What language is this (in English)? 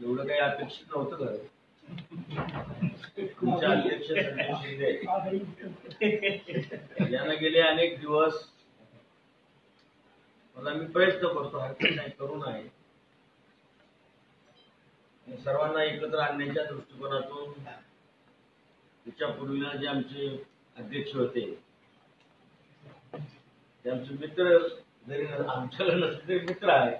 Marathi